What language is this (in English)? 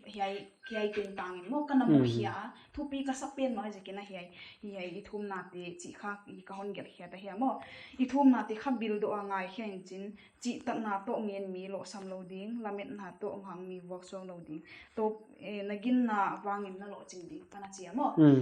Paite Chin